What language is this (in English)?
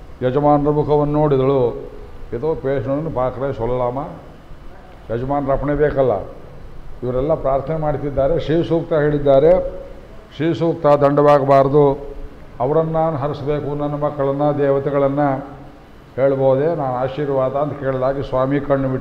Kannada